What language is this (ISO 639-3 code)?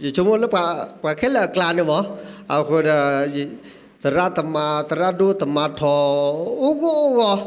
ksw